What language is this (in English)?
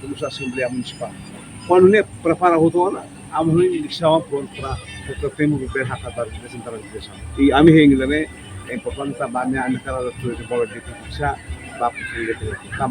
Tetum